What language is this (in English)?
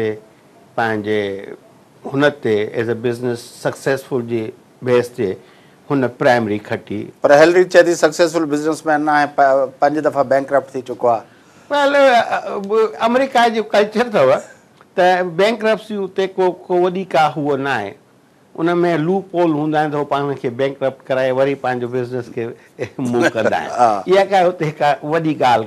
Sindhi